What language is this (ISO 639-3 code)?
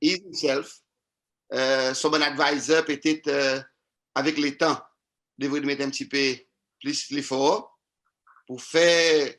crs